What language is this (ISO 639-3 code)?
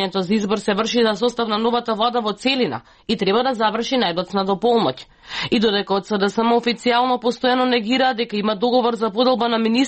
mkd